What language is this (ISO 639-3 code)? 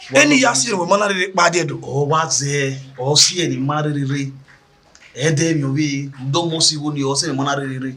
bin